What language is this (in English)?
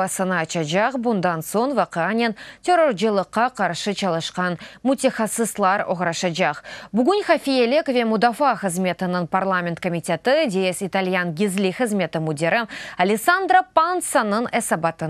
Crimean Tatar